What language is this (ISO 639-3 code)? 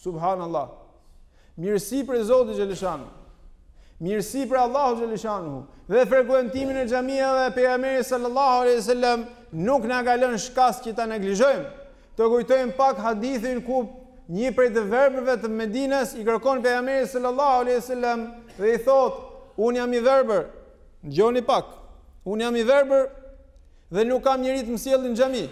sqi